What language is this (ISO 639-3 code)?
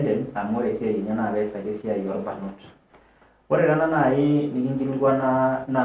mas